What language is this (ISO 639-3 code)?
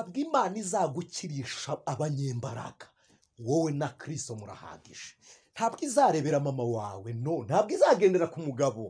kin